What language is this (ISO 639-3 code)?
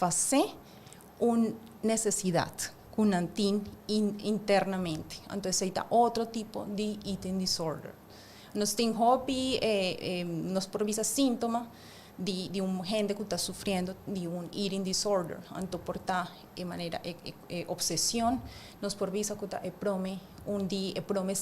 pap